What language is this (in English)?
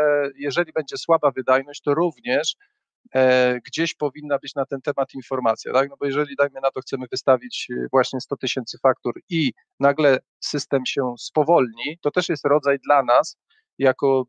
Polish